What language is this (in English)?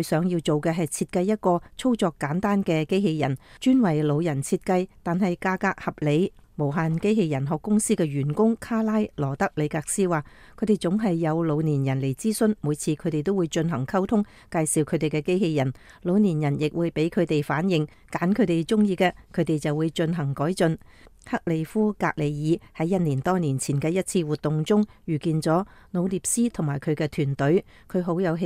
Cantonese